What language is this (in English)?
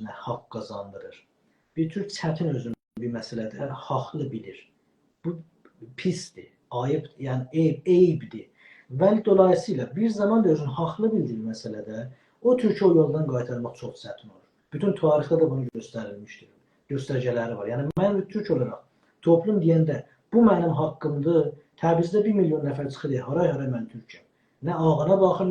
South Azerbaijani